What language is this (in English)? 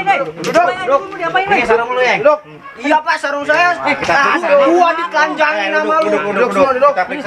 Betawi